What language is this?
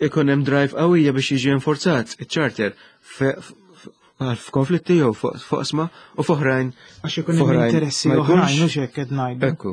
Maltese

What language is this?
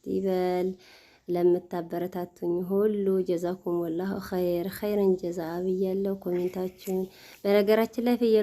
Amharic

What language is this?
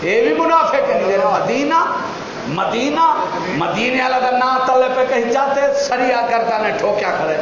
Saraiki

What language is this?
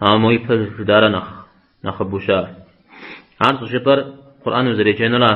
Kabardian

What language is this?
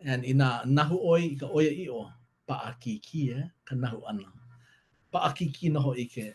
Hawaiian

